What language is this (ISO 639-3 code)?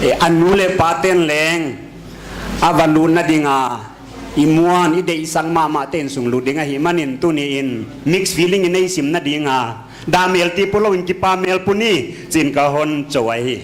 pck